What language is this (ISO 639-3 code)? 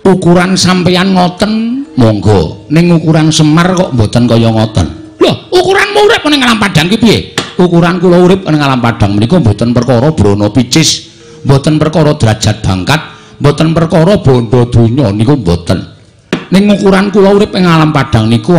jav